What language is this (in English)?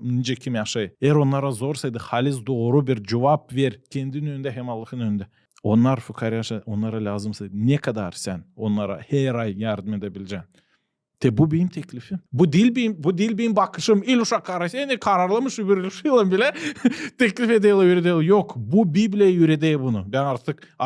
Gagauz